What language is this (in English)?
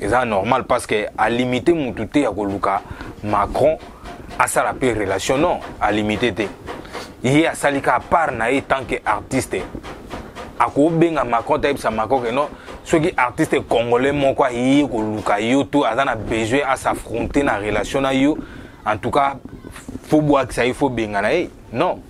Lingala